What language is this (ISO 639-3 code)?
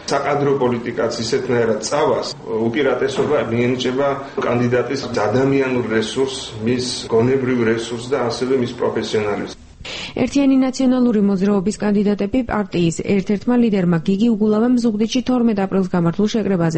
kat